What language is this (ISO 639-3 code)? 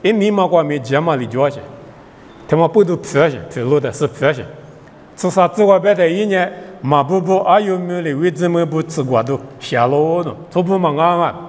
lis